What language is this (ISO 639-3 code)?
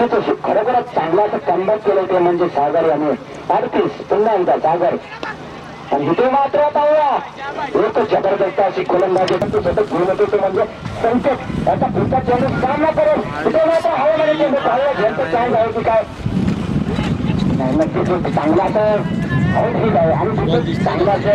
mar